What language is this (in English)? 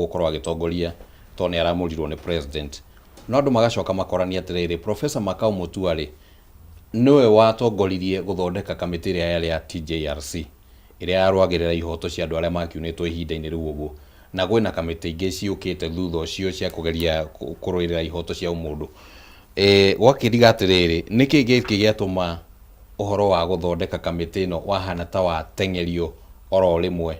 Kikuyu